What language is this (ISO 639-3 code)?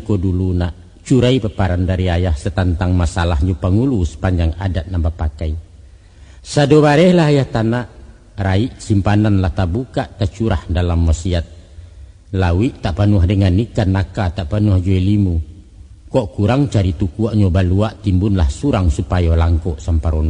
min